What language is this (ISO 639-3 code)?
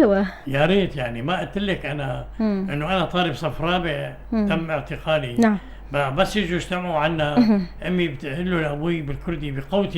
apc